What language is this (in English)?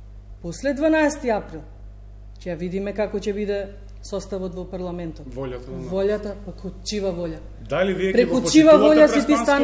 Macedonian